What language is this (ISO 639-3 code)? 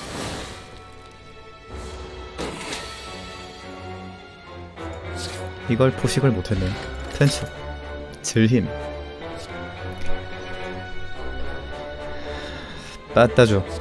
kor